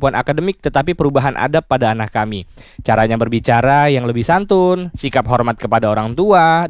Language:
Indonesian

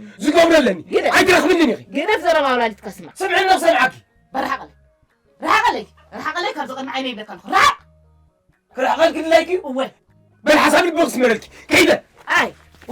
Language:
Tigrinya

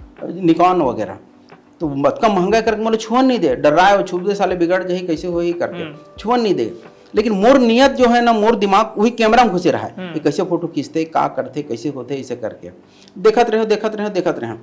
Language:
Chhattisgarhi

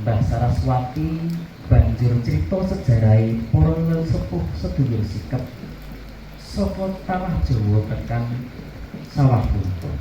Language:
Javanese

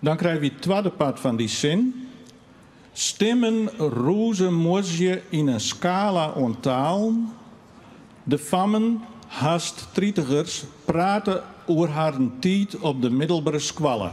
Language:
Western Frisian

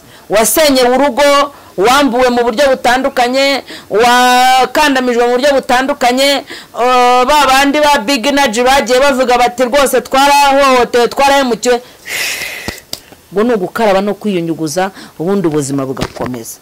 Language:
Kinyarwanda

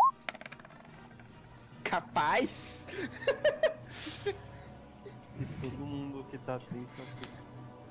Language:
Portuguese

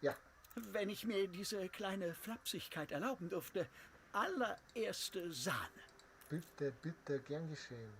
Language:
Bavarian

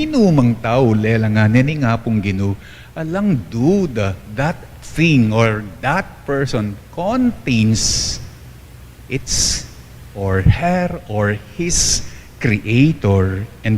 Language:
Pampanga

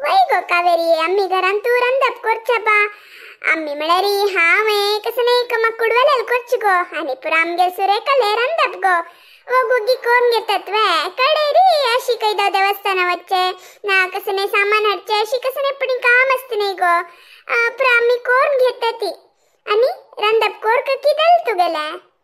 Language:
Konkani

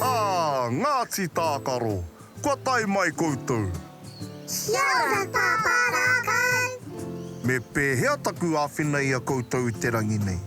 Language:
Māori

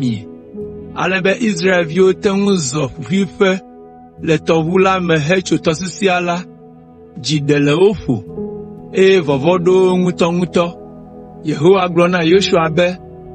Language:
Ewe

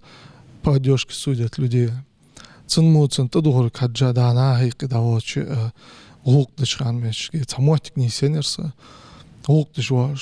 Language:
Ingush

